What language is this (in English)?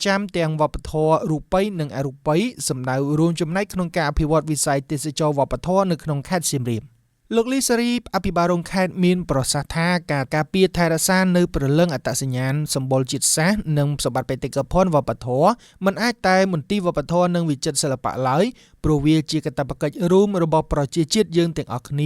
Khmer